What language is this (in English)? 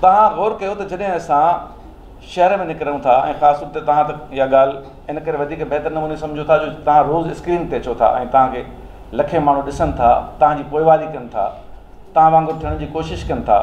Sindhi